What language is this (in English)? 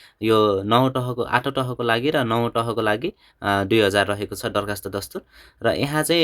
Nepali